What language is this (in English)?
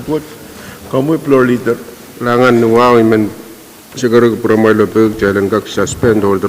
Pohnpeian